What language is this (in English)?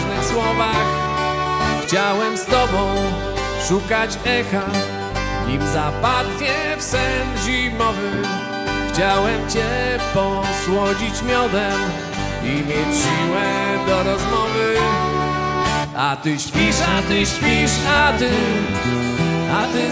Polish